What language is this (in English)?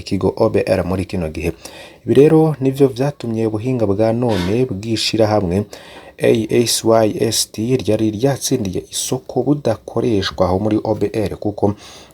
Rundi